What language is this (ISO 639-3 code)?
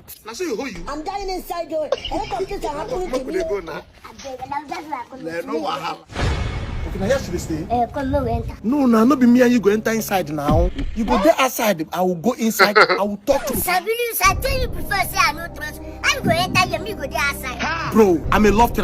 pcm